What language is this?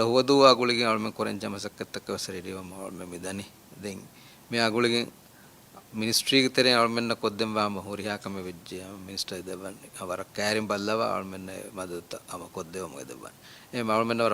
Divehi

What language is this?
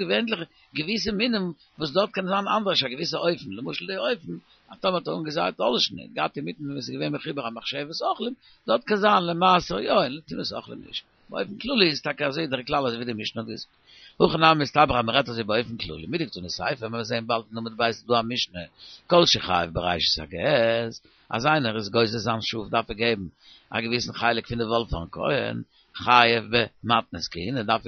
Yiddish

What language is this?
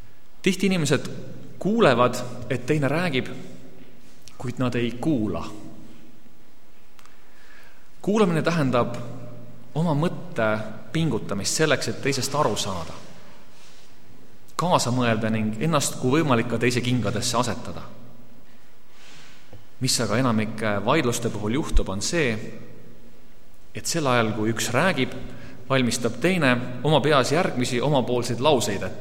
Estonian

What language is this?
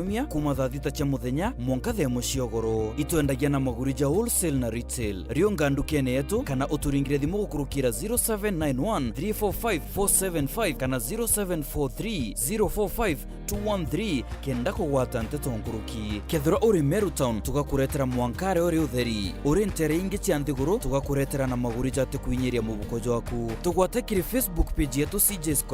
Meru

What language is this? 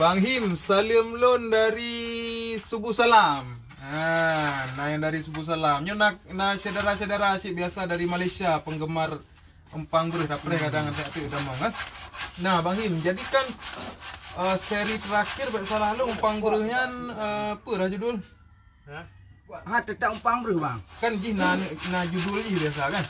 Achinese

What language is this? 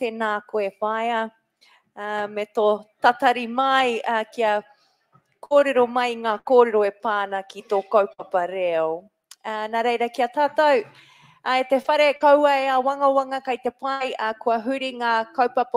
Māori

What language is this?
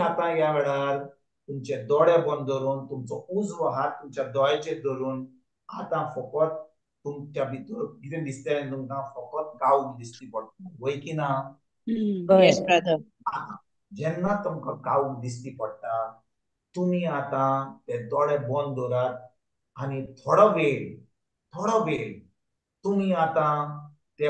Konkani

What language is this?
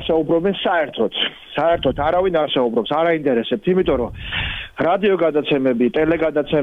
Georgian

